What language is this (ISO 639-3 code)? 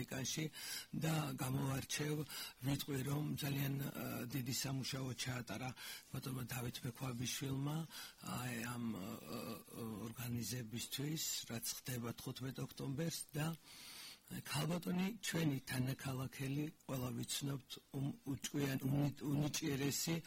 kat